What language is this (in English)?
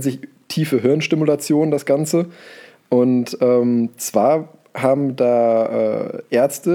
German